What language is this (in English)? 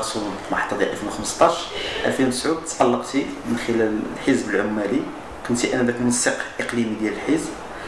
Moroccan Arabic